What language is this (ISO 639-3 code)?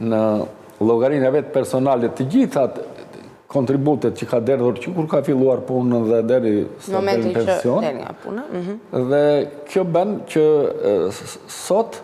sqi